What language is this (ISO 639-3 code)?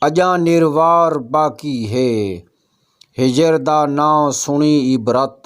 skr